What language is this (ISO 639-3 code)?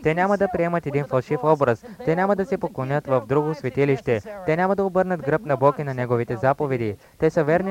bul